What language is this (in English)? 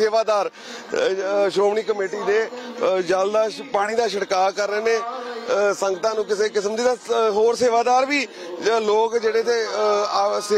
Punjabi